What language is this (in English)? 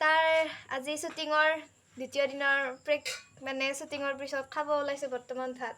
Assamese